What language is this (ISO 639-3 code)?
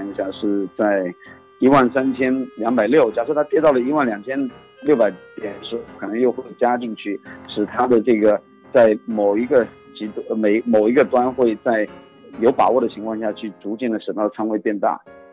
zho